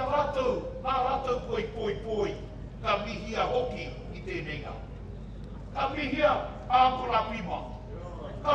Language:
Māori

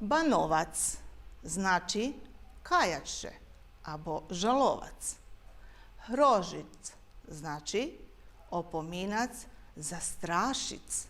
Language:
Rusyn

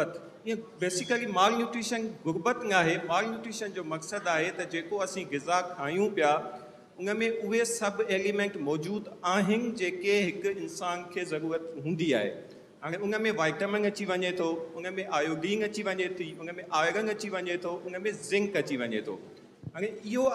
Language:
Sindhi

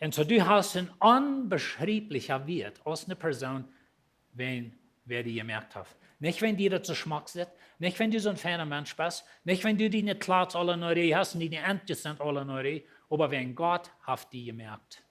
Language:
Plautdietsch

